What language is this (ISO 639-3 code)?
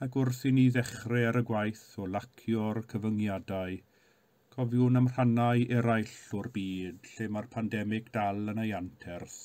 cym